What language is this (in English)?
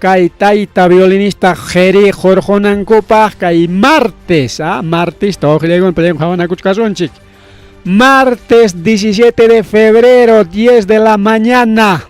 Ayacucho Quechua